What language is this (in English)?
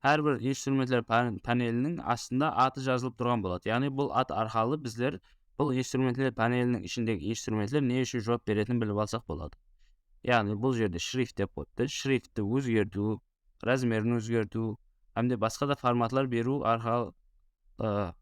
Kara-Kalpak